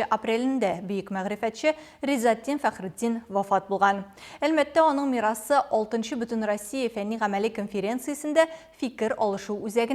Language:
Tatar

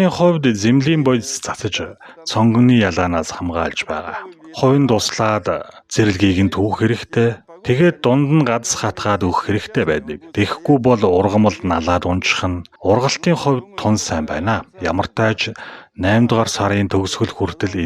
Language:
Mongolian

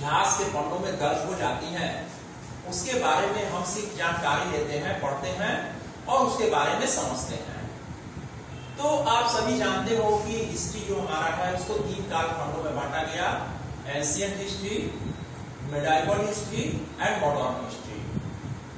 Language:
Hindi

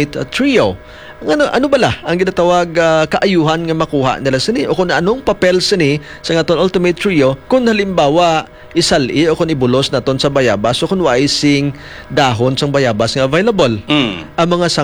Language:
Hiligaynon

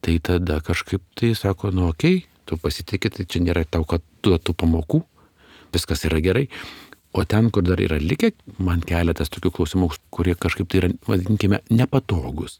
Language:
Lithuanian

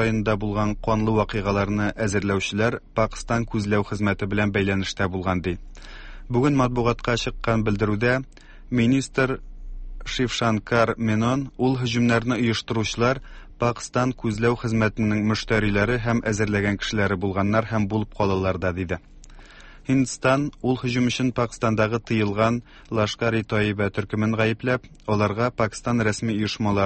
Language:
Tatar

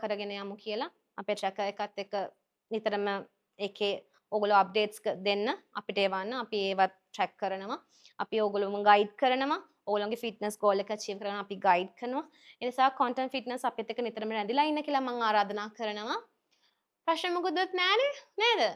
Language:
Sinhala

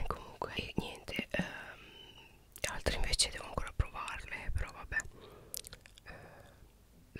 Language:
Italian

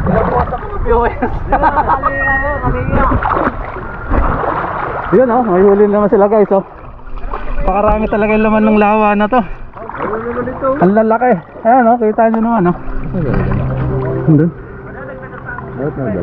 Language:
Filipino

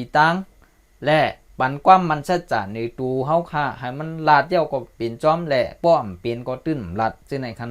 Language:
Shan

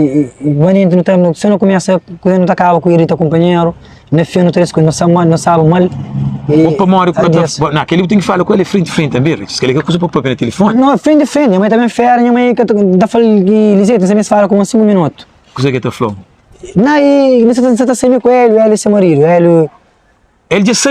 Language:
Kabuverdianu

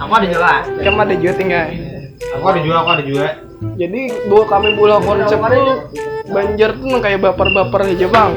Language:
Banjar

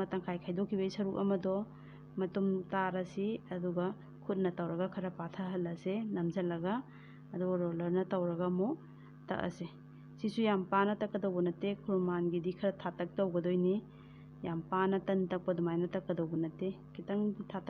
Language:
Manipuri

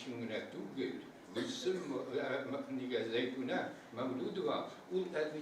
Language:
Tatar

